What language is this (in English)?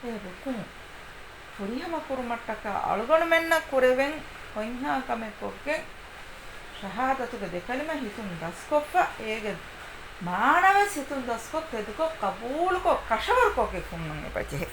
Divehi